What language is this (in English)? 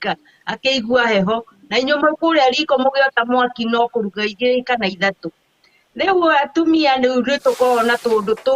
Kikuyu